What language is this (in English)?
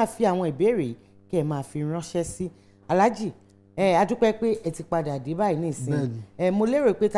Yoruba